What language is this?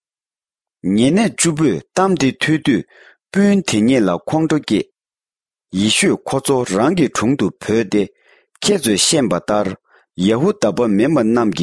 Latvian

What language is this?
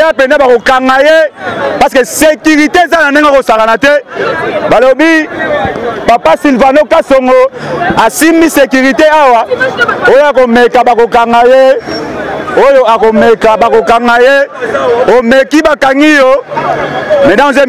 Lingala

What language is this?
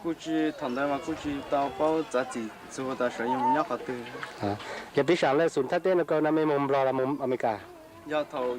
Hmong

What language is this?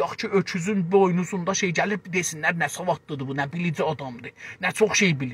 South Azerbaijani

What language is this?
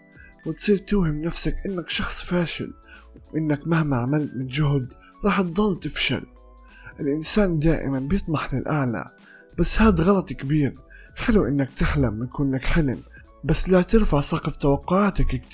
North Levantine Arabic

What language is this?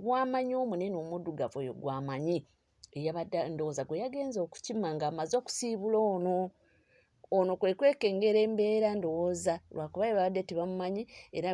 Ganda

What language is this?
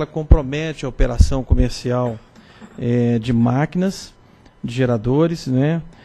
Portuguese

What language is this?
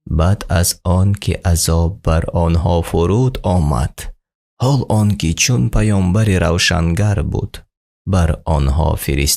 Tajik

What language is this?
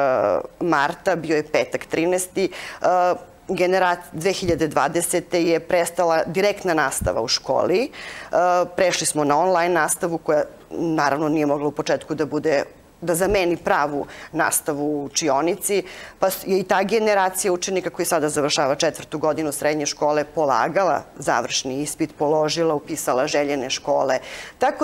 Serbian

